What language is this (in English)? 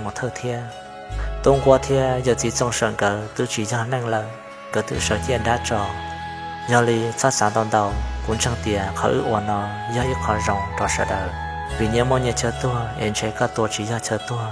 Hmong